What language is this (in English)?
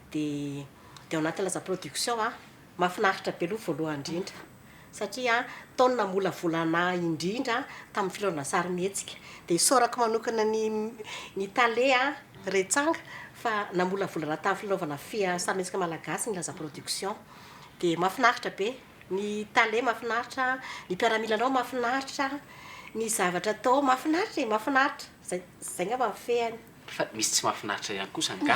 Malagasy